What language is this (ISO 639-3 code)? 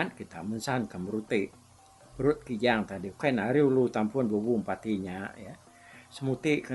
iba